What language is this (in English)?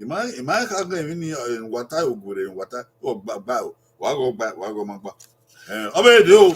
Bini